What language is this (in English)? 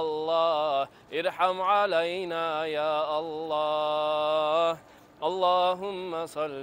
Kumyk